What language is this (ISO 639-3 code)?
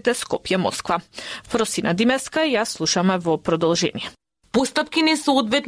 mkd